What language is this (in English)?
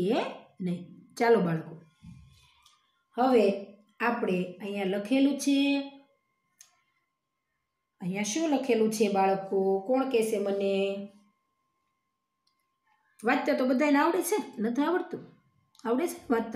Gujarati